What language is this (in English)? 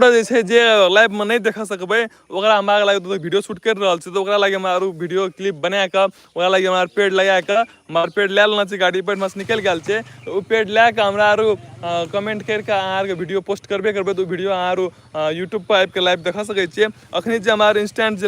Maithili